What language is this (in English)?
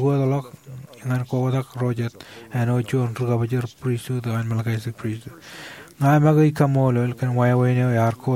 Marshallese